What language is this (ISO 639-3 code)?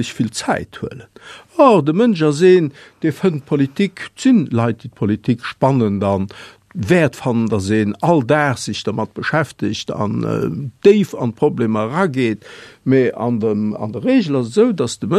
ltz